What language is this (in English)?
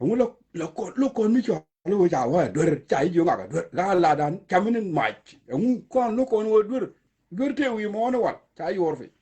Nuer